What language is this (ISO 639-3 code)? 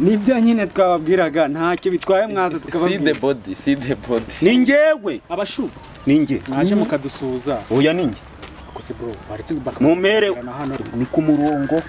kin